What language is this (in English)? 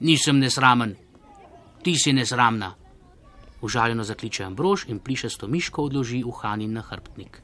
Slovenian